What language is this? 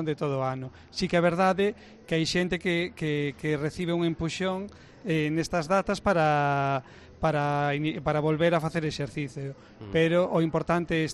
Galician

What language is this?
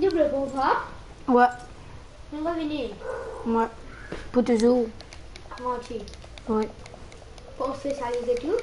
Morisyen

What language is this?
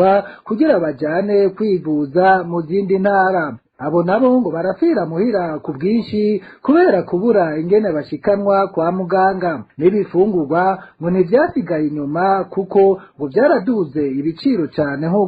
Rundi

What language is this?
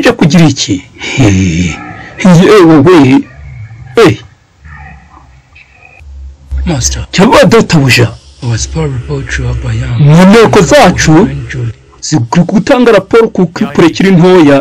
Kinyarwanda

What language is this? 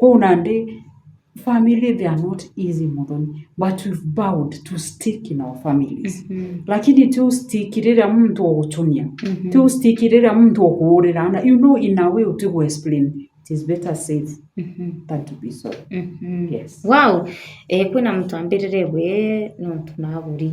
Meru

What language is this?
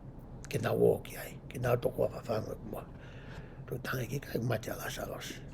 Tongan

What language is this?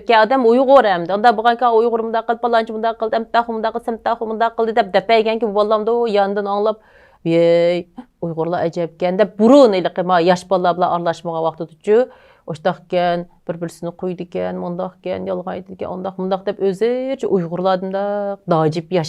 Uyghur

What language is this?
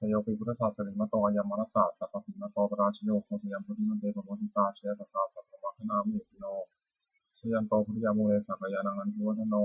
Pali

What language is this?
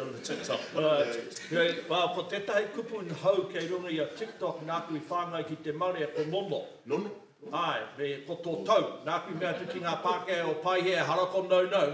Māori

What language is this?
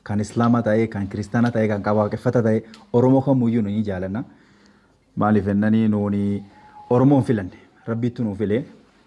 Oromo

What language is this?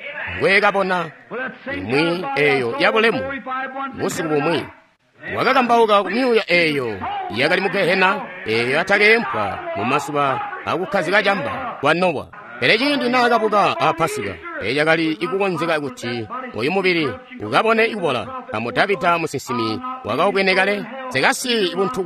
Tonga (Zambia)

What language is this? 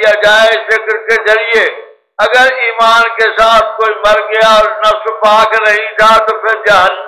Urdu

